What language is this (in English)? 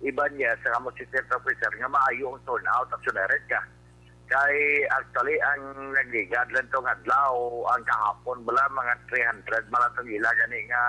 Hiligaynon